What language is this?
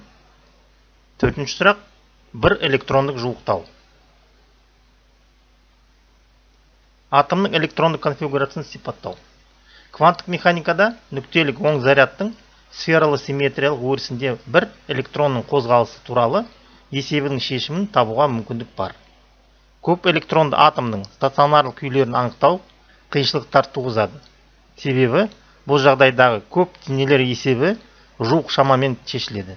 Kazakh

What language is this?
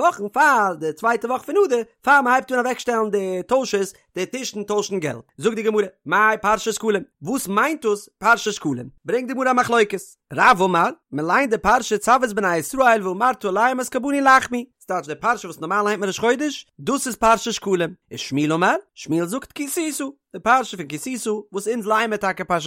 Yiddish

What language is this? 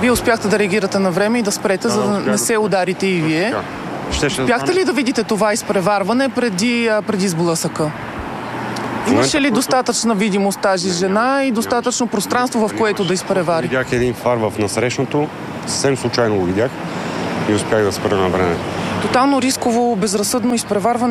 Bulgarian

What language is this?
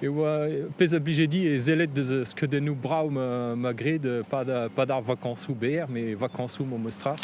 Breton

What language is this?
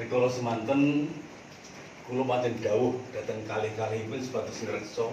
Javanese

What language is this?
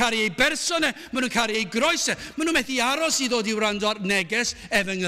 Welsh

